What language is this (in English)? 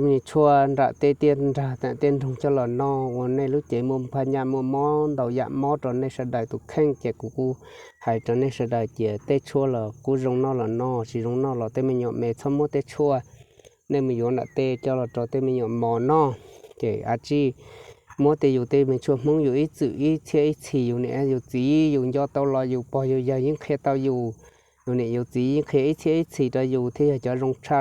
Hmong